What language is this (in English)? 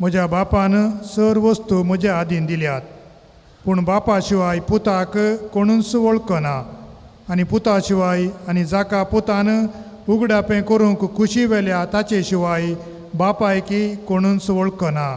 Konkani